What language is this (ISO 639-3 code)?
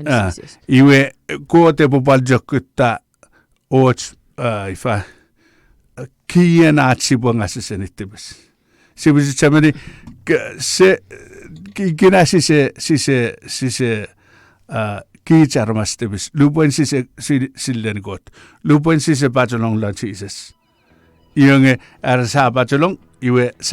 chk